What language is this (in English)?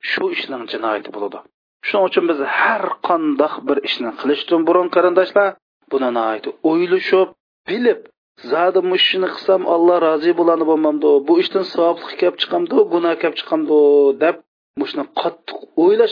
Uyghur